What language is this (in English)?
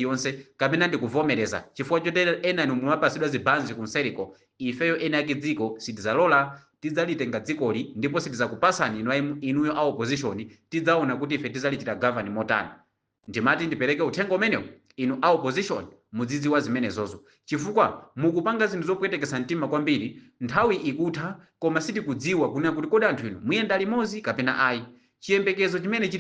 Nyanja